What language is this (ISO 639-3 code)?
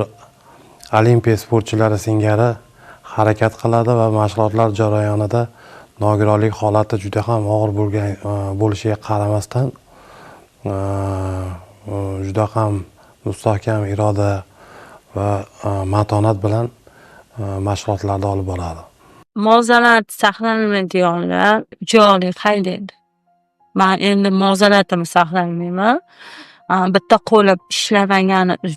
uzb